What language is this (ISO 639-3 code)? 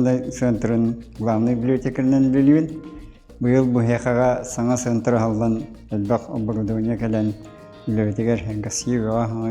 sah